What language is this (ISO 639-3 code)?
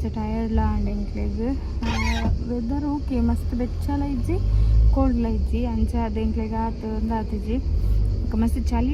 tcy